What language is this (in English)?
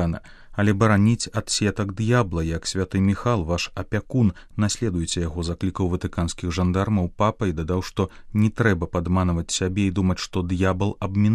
Belarusian